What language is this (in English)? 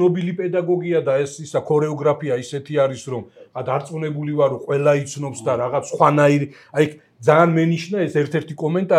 Georgian